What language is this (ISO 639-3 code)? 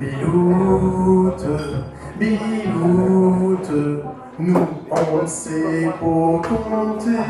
pcd